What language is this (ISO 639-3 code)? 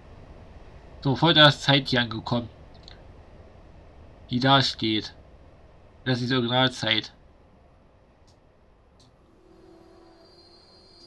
deu